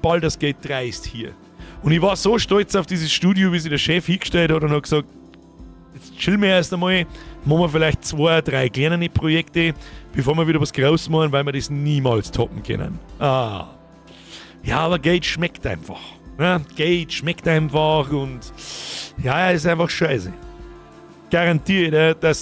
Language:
Bavarian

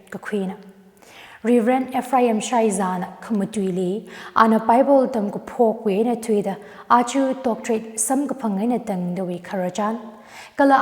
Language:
Tangkhul Naga (India)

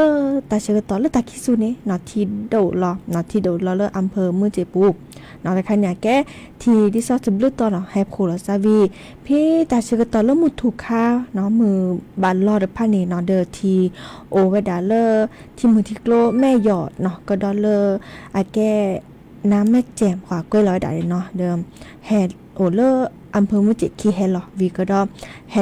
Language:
Lahu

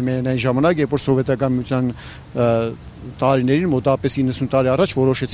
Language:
Armenian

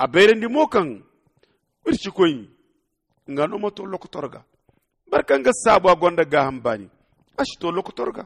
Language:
Zarma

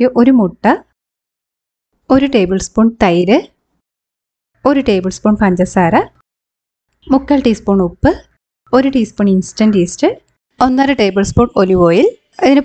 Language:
Malayalam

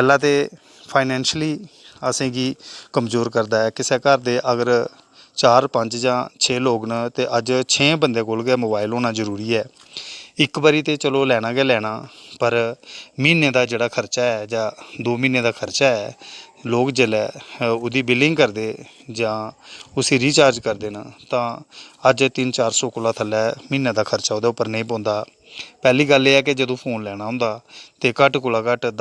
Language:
Dogri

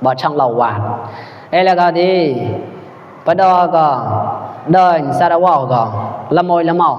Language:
Mon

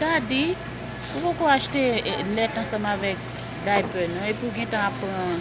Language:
Haitian Creole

